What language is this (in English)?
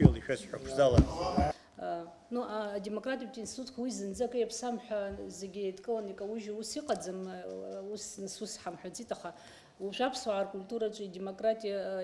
Abkhazian